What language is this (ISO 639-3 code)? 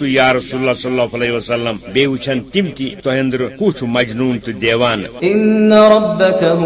kas